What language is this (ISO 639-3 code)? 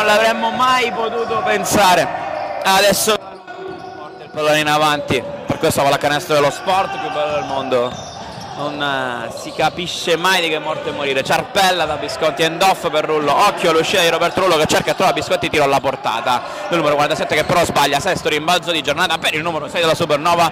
ita